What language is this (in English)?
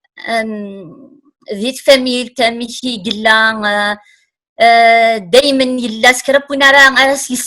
Kabyle